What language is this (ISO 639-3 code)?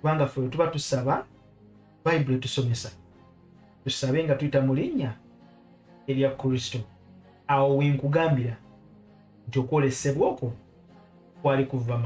lug